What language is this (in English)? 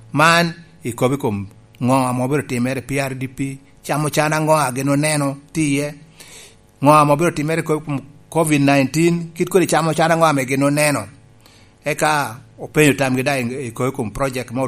Lango (Uganda)